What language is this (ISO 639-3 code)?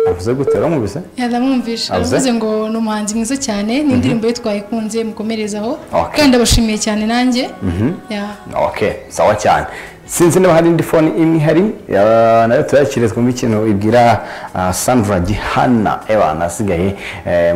kin